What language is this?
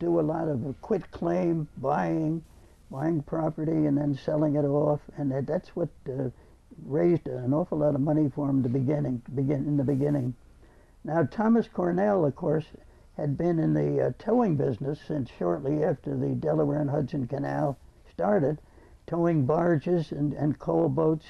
English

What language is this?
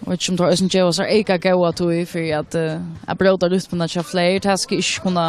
Faroese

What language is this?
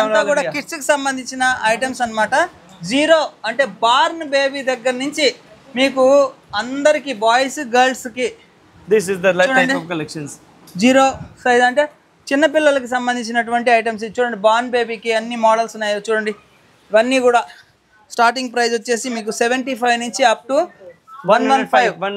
Telugu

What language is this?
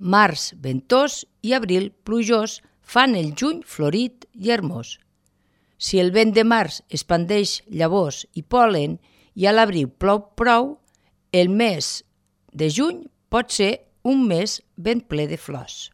Catalan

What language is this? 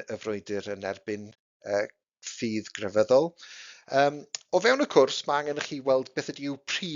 Welsh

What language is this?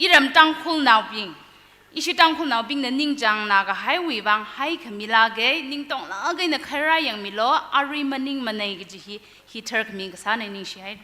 Tangkhul Naga (India)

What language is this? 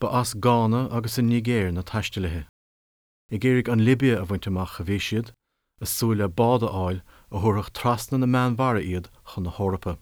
Irish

